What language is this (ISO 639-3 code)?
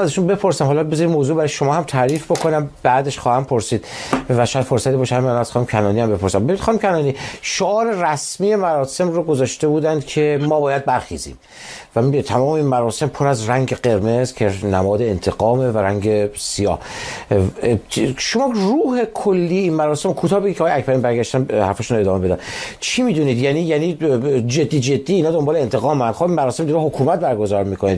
fas